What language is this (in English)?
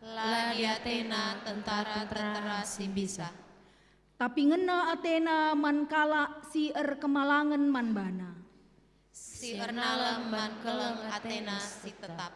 Batak Karo